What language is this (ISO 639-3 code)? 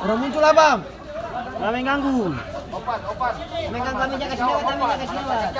abs